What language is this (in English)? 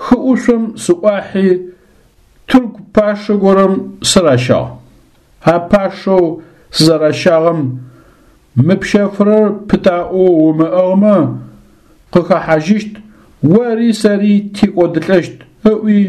Adyghe